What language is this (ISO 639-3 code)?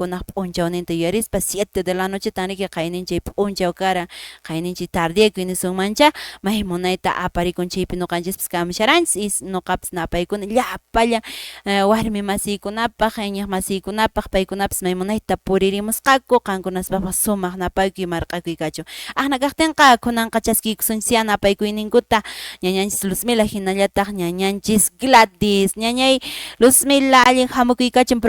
que